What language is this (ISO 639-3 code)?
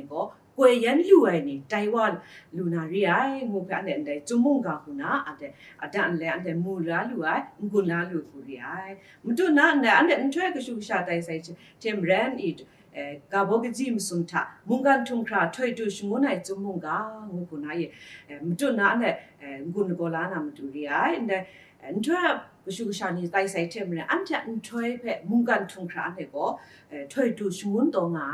kac